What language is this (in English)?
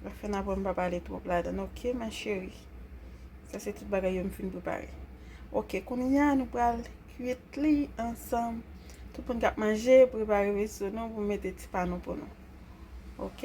Haitian Creole